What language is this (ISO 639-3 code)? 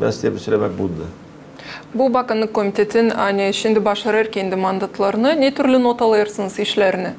gag